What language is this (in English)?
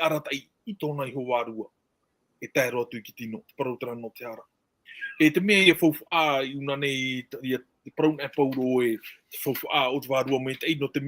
Tahitian